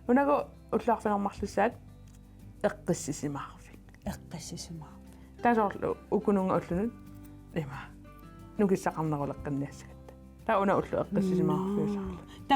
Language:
Kalaallisut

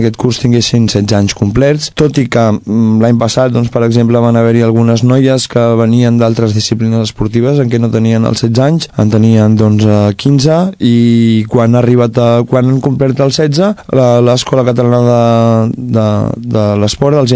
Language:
Catalan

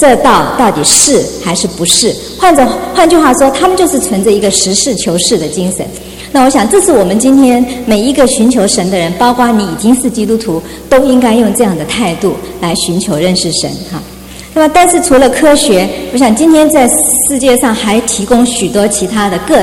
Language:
Chinese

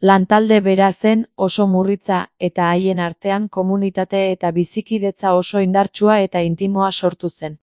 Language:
Basque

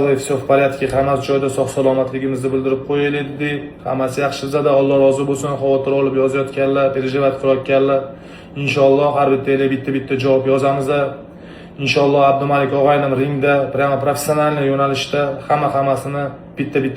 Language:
Uzbek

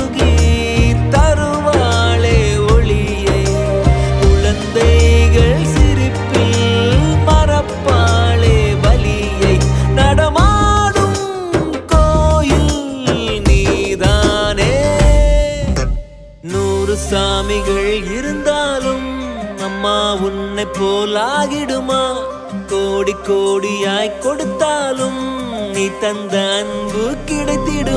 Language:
Tamil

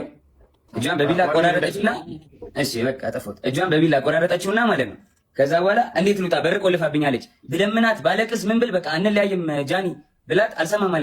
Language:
Amharic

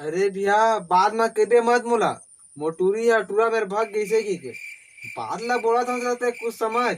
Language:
Chhattisgarhi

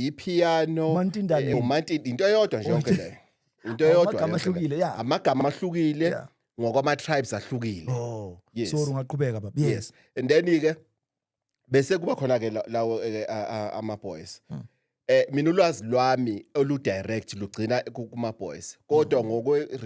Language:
Zulu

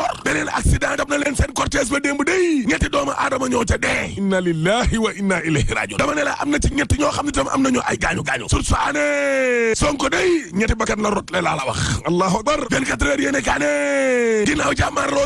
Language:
Wolof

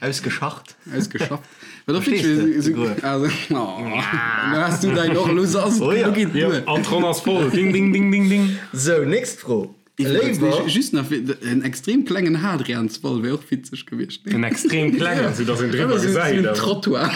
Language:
Luxembourgish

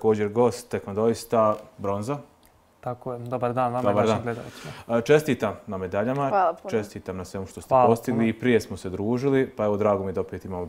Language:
Bosnian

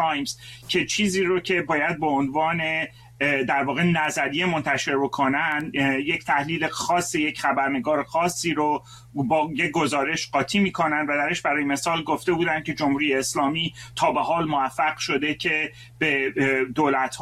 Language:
Persian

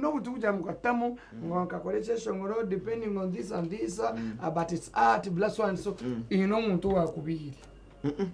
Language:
Nyankole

